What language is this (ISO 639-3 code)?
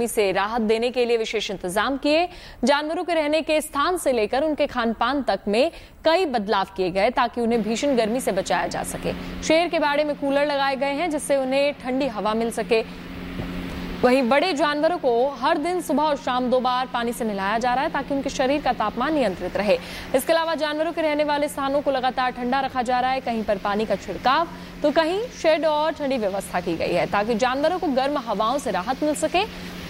hin